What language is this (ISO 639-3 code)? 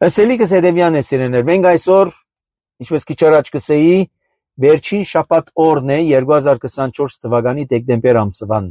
hye